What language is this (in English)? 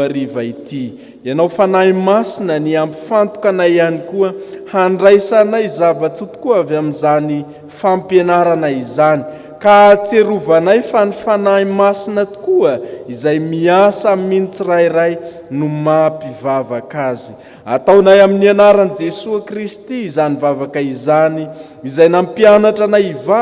Malagasy